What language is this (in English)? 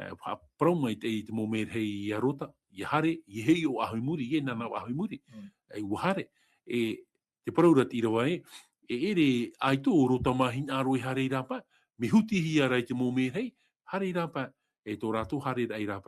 Tahitian